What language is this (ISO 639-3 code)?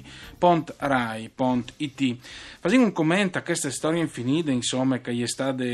fur